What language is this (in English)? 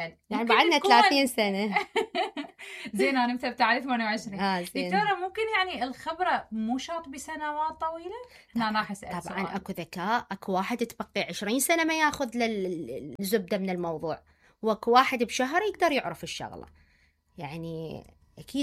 Mesopotamian Arabic